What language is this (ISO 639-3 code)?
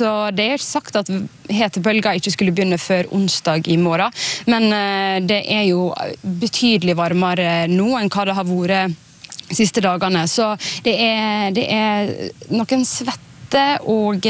nor